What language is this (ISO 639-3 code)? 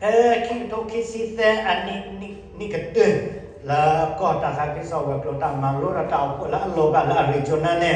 ksw